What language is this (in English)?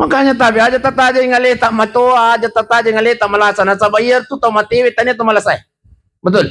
Buginese